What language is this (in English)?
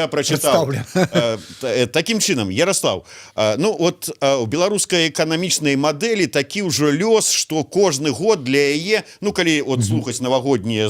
Belarusian